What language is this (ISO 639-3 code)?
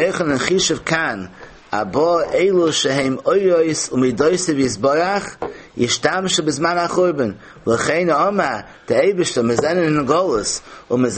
yid